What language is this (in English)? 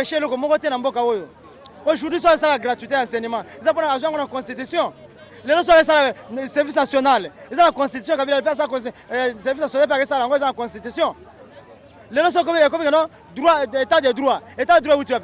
Lingala